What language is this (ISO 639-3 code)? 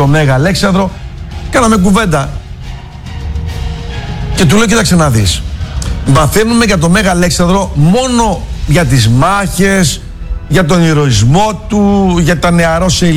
ell